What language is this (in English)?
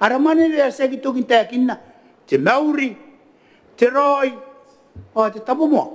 Gilbertese